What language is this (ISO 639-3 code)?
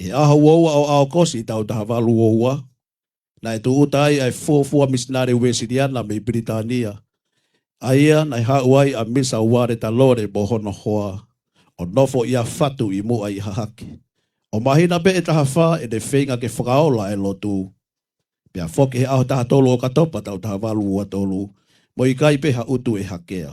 ton